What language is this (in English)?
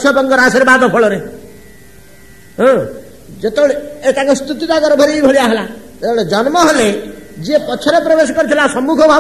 Odia